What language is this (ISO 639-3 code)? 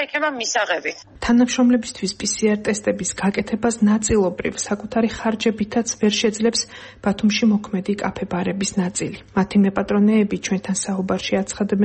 kat